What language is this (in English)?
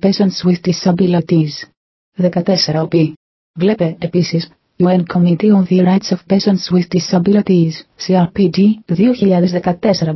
Greek